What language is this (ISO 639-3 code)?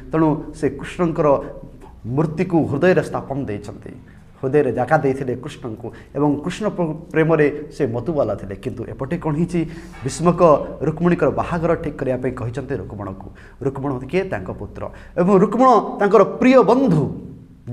ori